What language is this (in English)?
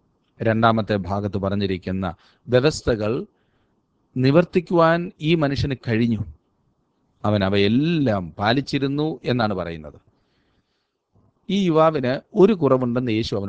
Malayalam